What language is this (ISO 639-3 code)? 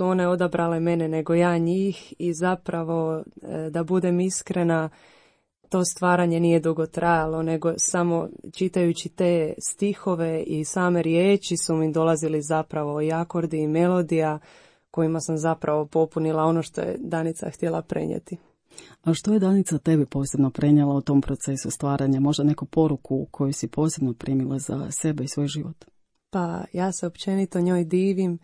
hrv